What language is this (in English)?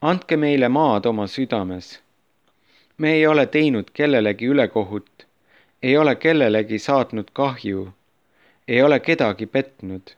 Estonian